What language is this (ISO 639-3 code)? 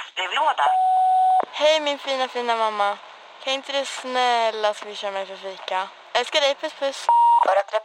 swe